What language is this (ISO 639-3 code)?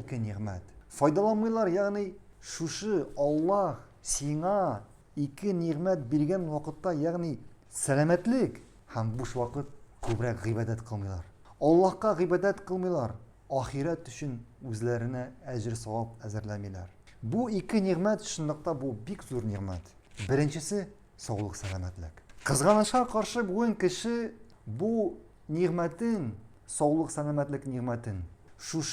tat